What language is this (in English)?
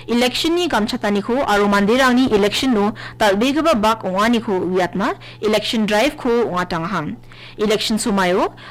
Garo